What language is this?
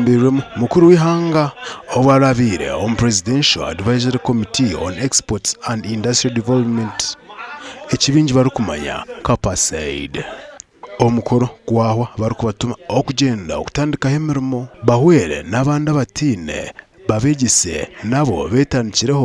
Nyankole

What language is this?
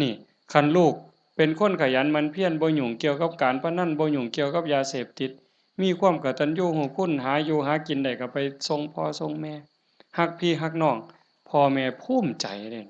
Northeastern Thai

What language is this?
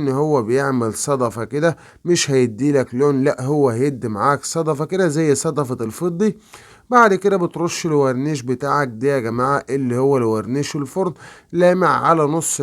Egyptian Arabic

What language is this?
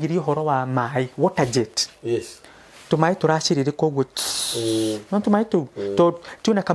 Kikuyu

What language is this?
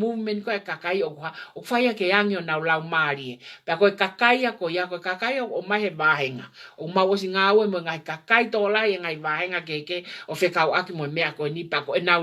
Tongan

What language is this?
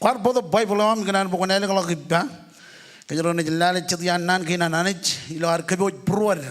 Marshallese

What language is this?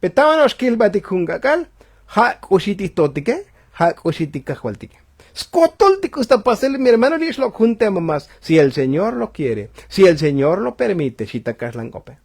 Tzotzil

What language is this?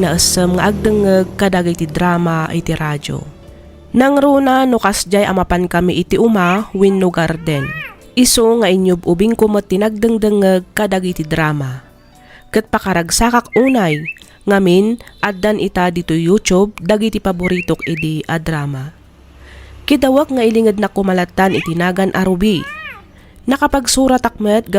Iloko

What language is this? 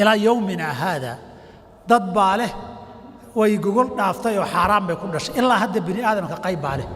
Somali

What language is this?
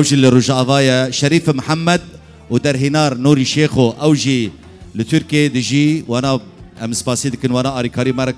Kurdish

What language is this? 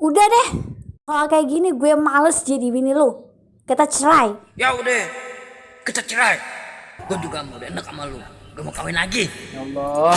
Betawi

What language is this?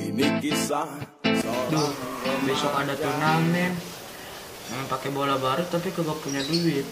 Betawi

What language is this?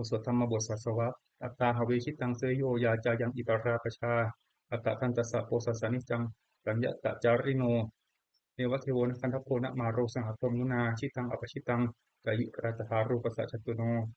Pali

